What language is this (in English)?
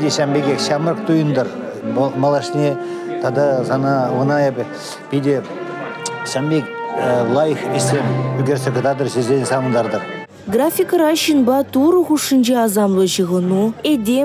Chuvash